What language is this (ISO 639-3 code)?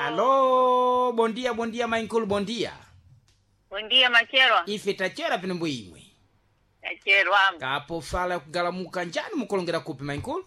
seh